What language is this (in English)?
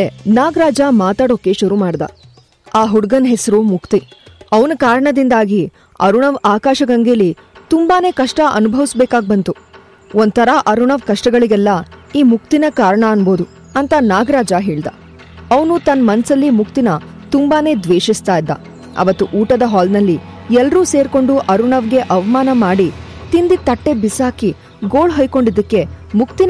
Kannada